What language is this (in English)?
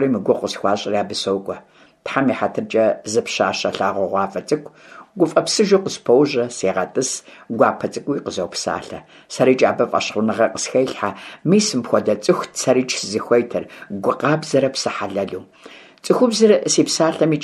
Kabardian